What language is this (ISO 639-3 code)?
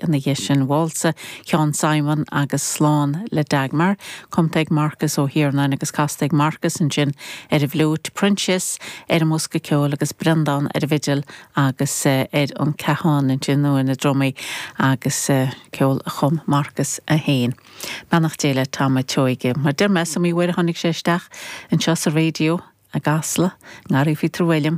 gle